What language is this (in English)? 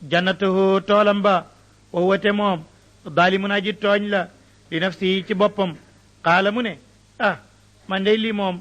Wolof